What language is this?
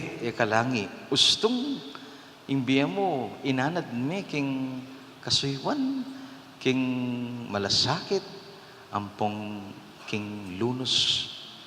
Pampanga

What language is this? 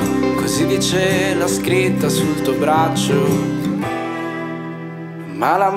Italian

